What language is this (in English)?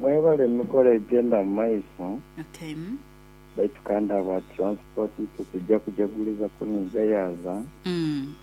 Nyoro